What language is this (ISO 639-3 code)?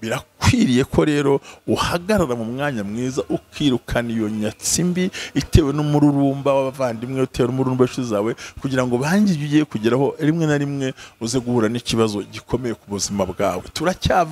kin